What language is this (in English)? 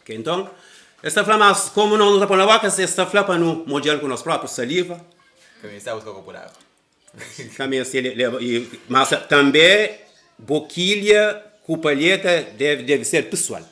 Kabuverdianu